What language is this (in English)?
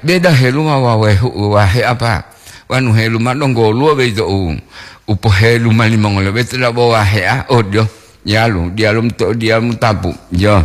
Gorontalo